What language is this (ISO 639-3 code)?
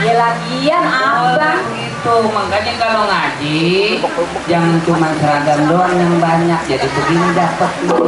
bew